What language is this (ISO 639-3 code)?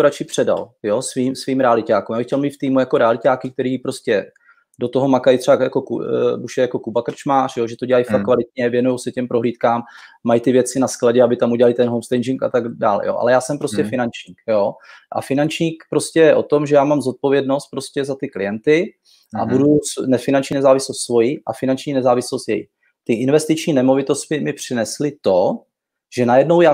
ces